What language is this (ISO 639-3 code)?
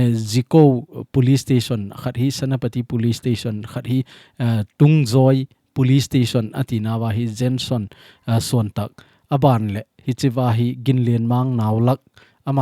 tcz